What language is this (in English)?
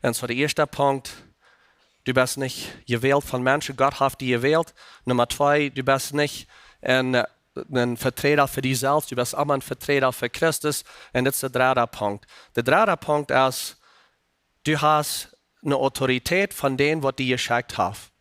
Plautdietsch